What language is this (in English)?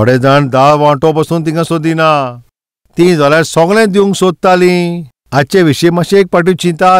Konkani